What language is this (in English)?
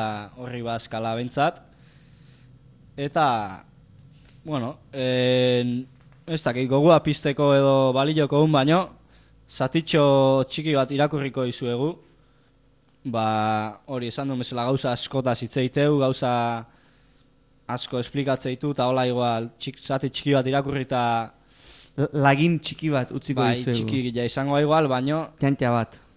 Basque